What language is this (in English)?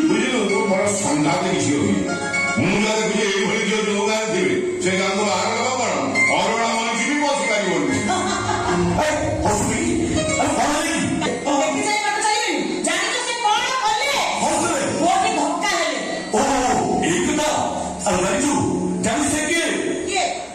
Odia